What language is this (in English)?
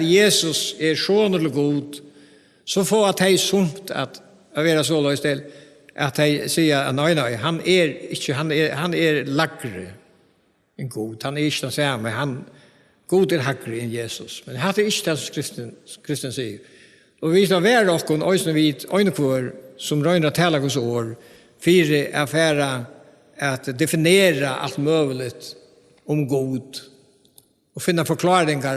Faroese